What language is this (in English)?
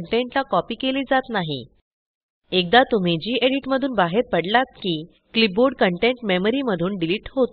Marathi